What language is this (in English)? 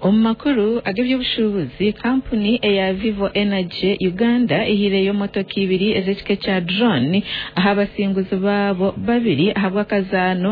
Nyankole